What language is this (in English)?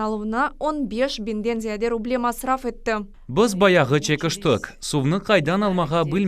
Crimean Tatar